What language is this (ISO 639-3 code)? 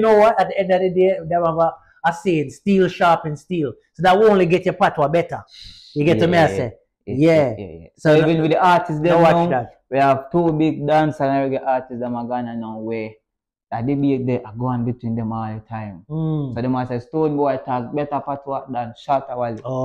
jam